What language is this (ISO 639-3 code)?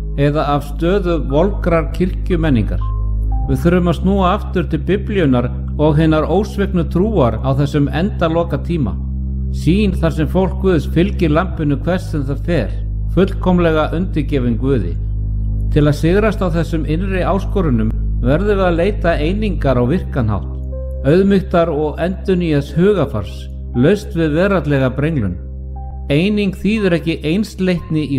isl